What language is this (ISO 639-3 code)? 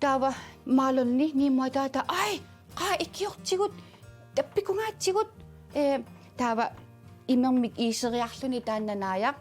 kal